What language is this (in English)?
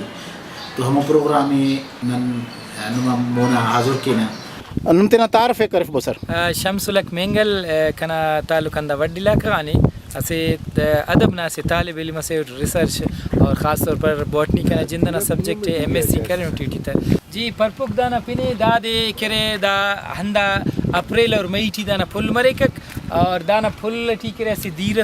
Brahui